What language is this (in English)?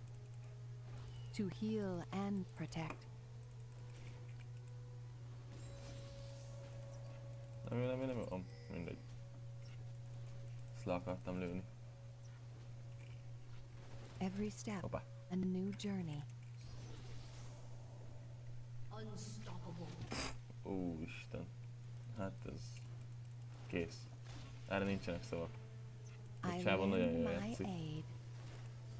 Hungarian